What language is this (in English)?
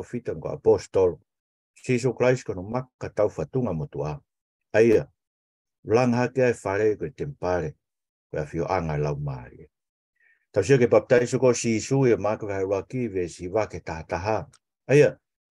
Tongan